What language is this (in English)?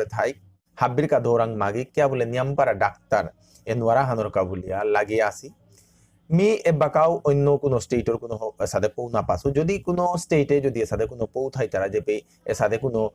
Bishnupriya